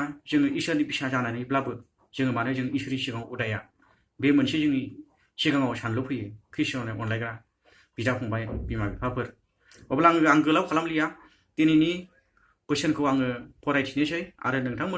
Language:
Bodo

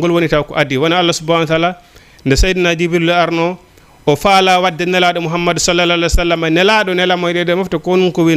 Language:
Fula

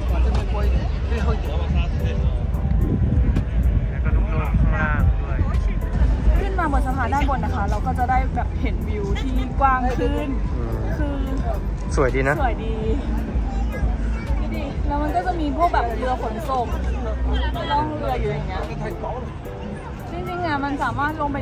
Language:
Thai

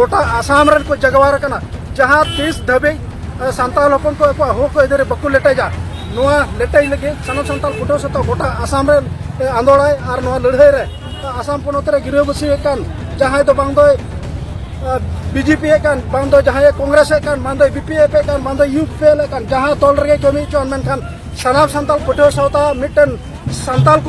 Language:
Santali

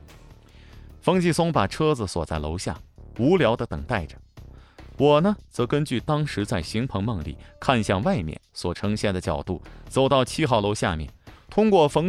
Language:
Chinese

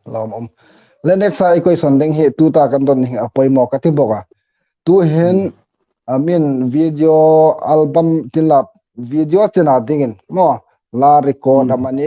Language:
Hmar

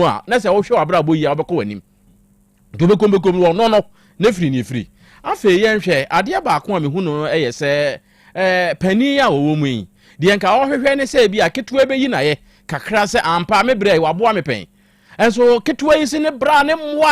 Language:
Akan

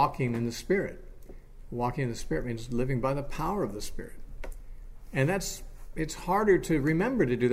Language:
English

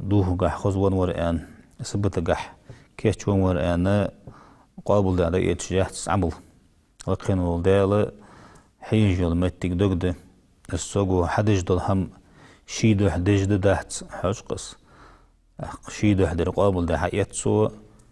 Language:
Ingush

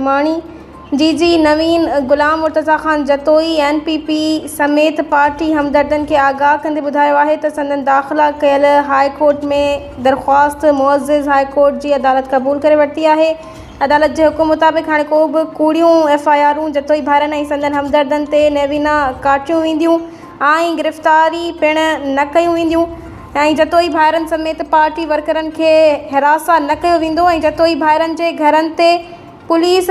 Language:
Sindhi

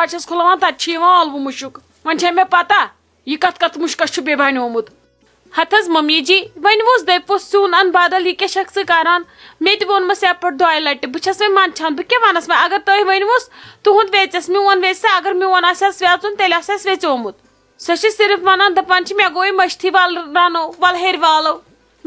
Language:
Kashmiri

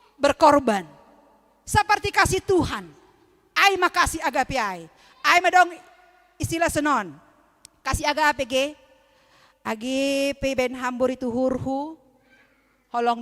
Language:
Batak Simalungun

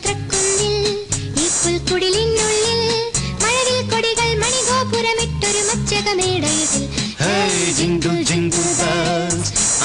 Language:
Malayalam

